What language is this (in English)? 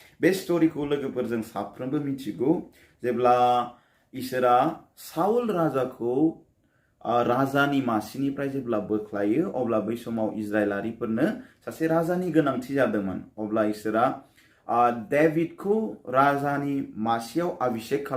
Bodo